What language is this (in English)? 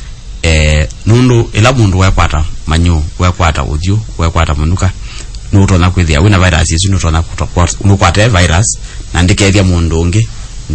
Kamba